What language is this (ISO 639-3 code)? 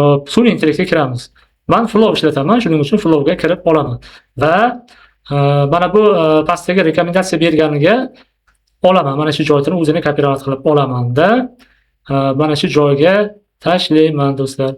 uzb